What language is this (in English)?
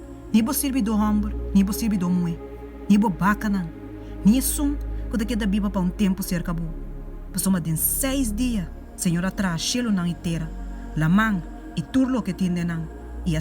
Papiamento